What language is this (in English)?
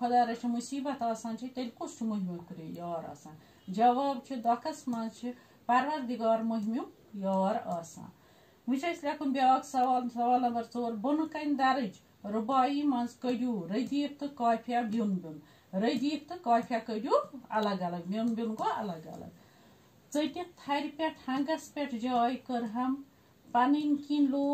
Kashmiri